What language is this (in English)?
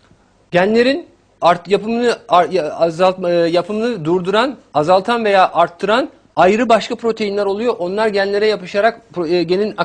Turkish